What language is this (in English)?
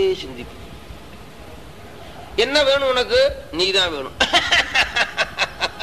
Tamil